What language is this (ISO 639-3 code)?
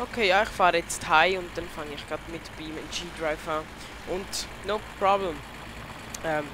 gsw